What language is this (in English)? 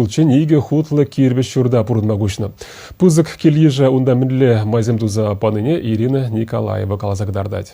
Chuvash